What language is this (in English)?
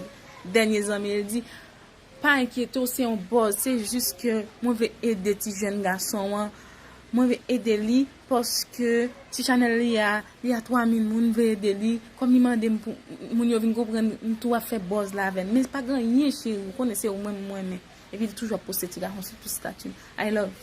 Haitian Creole